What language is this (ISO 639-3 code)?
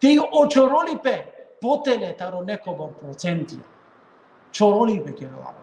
rmn